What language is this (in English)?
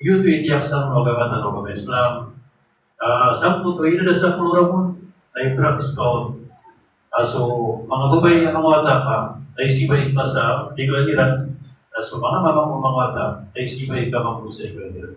Maranao